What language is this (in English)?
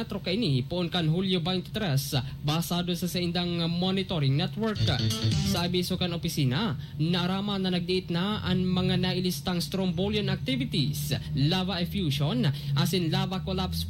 Bikol